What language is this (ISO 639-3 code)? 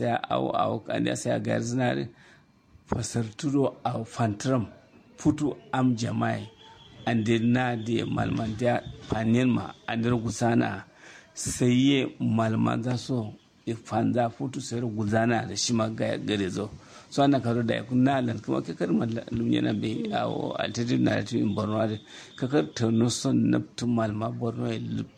kau